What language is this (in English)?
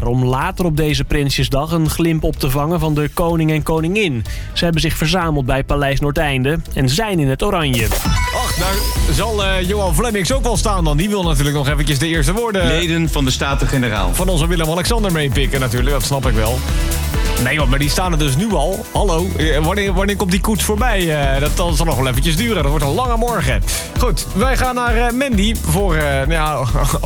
Dutch